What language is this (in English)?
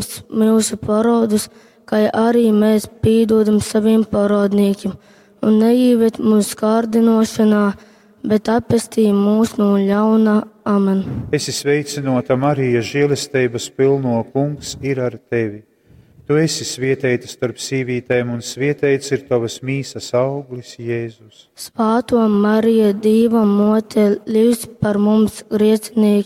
Latgalian